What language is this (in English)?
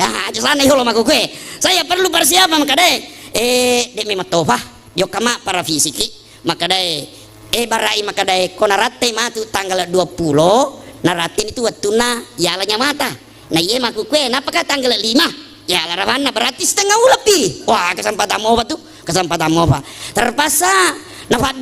Buginese